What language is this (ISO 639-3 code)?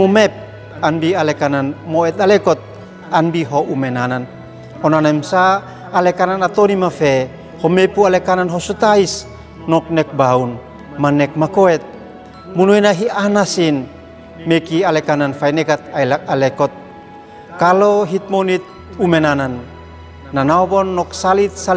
aoz